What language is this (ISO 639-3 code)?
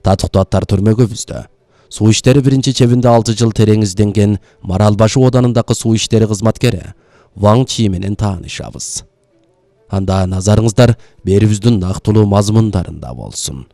kir